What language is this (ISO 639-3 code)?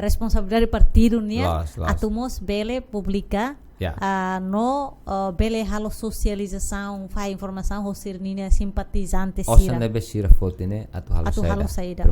tet